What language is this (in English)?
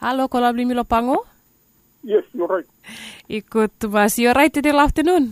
Bislama